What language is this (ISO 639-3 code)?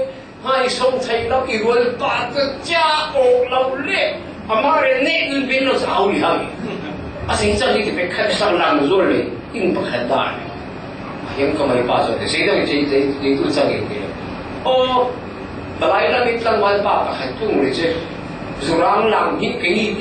cfm